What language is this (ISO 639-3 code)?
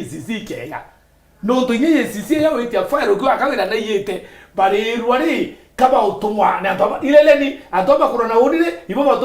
mer